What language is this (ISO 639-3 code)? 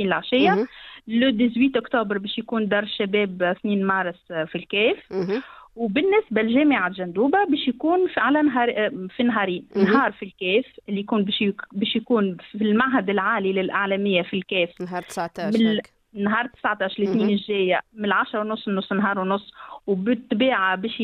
aeb